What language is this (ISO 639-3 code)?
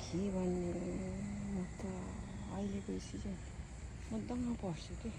nep